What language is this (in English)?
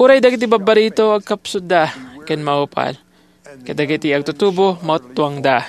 Iloko